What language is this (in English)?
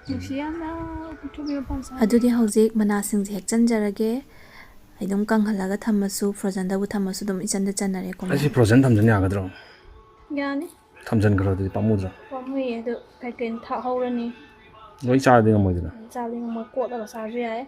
Manipuri